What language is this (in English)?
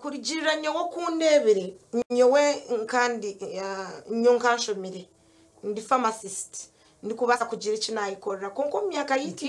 Nyankole